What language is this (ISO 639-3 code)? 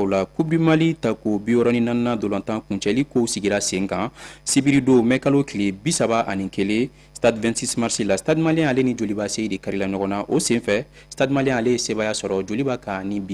bam